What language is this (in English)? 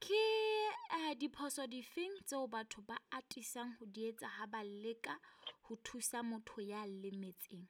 Southern Sotho